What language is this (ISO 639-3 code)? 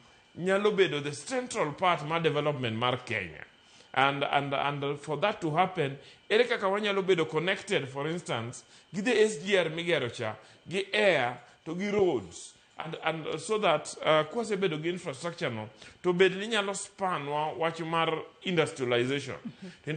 luo